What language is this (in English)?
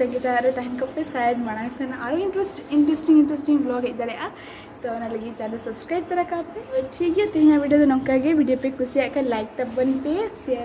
Santali